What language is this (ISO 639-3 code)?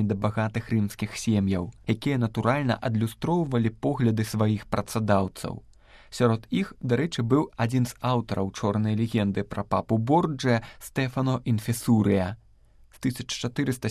bel